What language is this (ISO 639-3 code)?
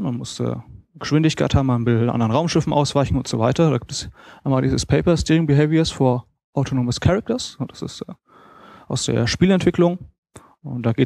deu